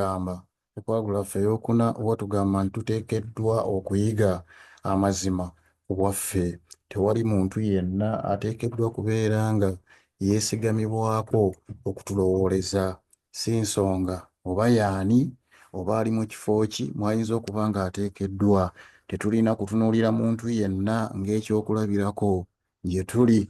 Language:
Ganda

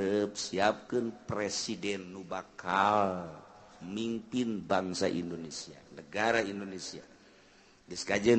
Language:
Sundanese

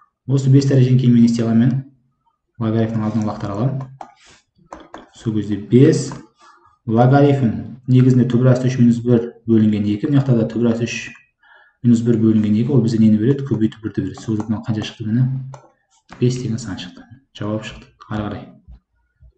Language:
Kazakh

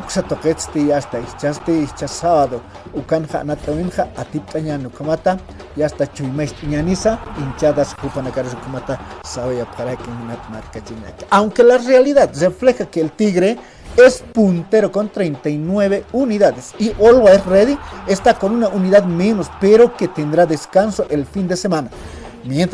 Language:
Aymara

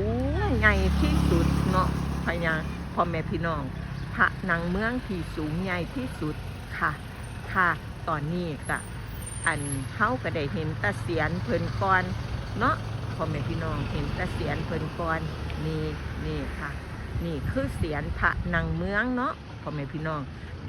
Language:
Northeastern Thai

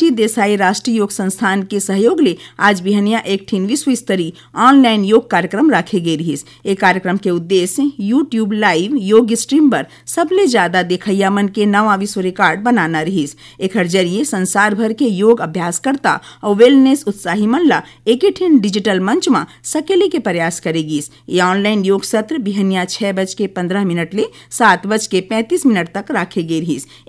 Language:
Chhattisgarhi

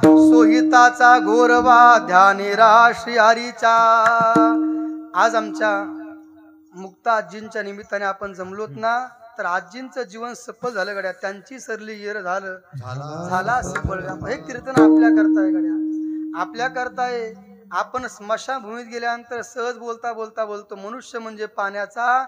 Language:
Marathi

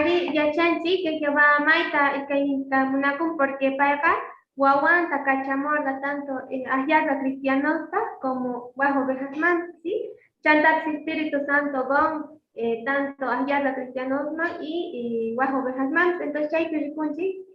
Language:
Quechua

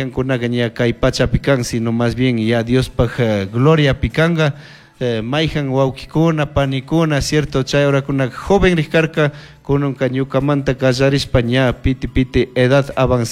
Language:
Chimborazo Highland Quichua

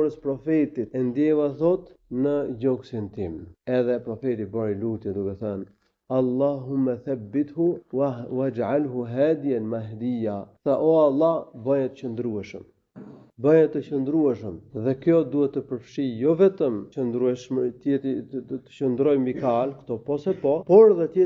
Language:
Albanian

